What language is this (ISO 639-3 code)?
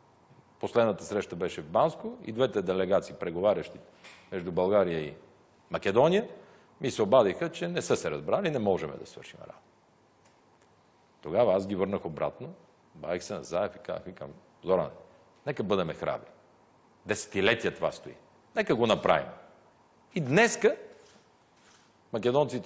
bul